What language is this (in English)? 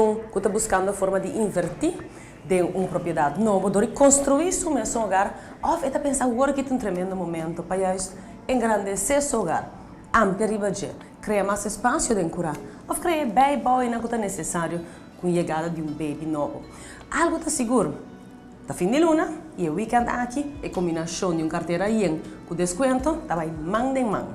Papiamento